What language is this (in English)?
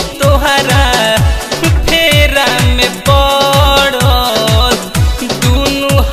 Bhojpuri